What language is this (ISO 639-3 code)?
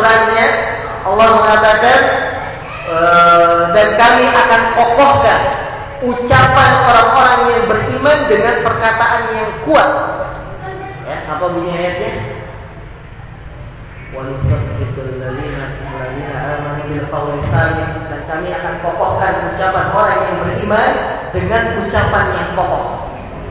ind